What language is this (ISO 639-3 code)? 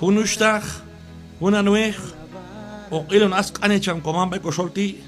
kjb